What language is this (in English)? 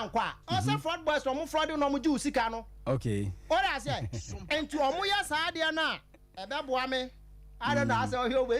Akan